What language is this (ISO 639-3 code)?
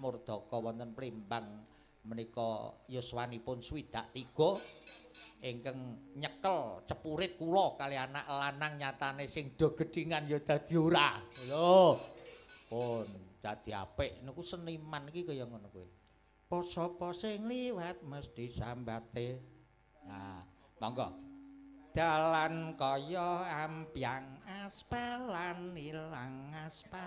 jav